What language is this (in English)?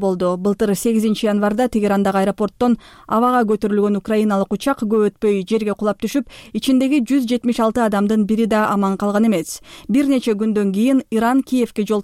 Kyrgyz